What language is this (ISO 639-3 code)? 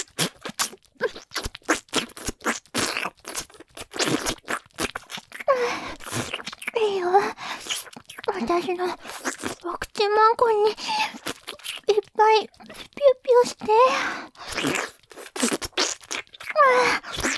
jpn